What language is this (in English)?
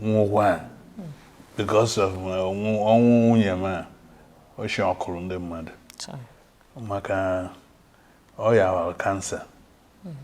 Igbo